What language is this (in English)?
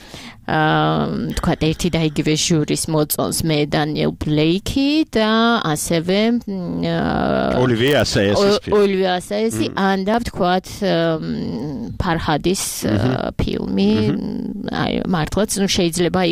Georgian